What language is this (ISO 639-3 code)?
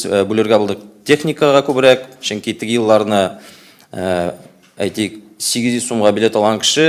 tat